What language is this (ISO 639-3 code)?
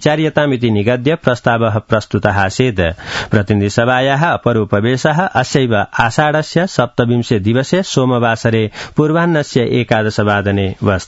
san